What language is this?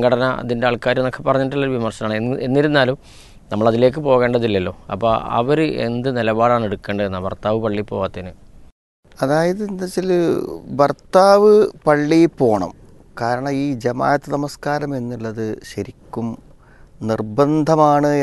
Malayalam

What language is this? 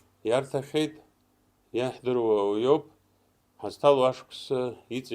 Abkhazian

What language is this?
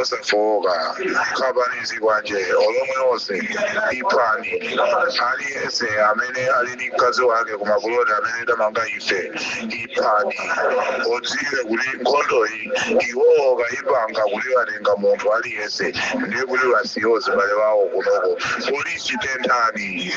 Nyanja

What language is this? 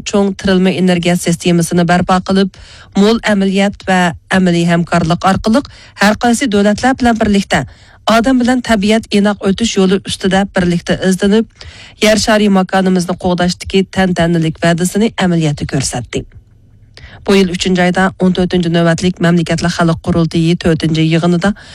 Uyghur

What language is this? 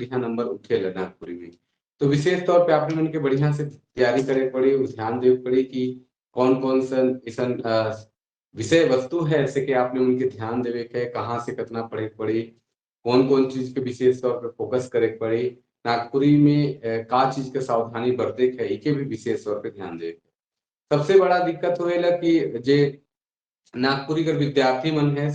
Sadri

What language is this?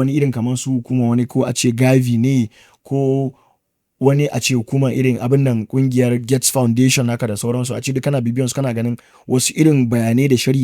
Hausa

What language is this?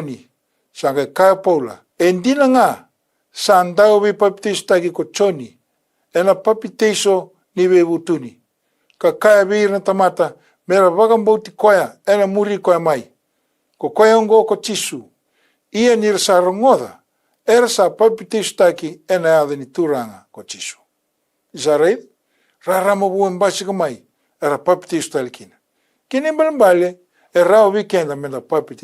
Fijian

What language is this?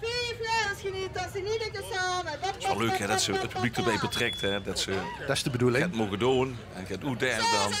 Limburgish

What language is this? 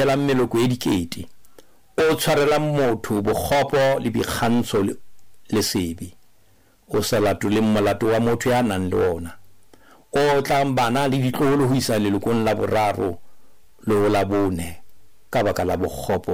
Southern Sotho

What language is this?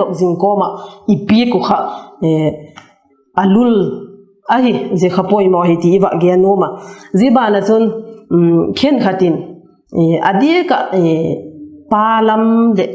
Vaiphei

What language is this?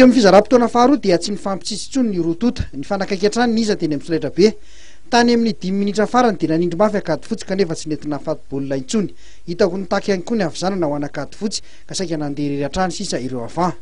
Malagasy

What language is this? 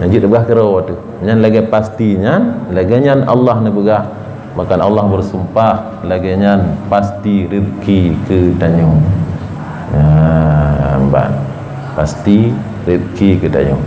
Achinese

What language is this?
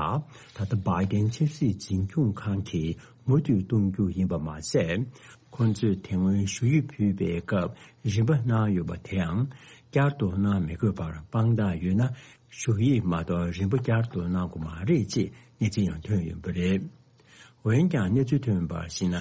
Tibetan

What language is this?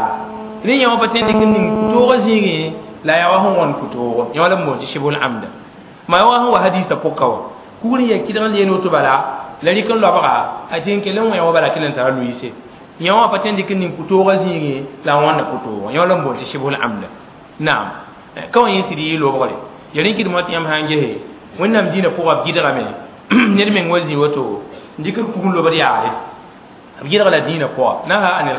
Mossi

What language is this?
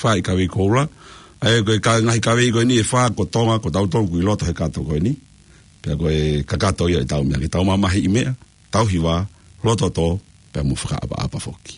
Tongan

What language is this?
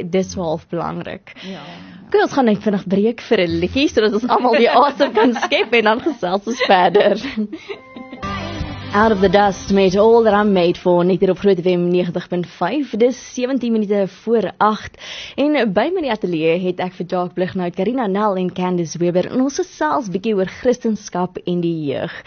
Afrikaans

